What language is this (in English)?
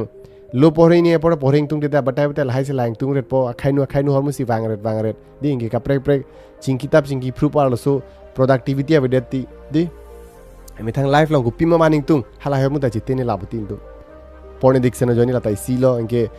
Karbi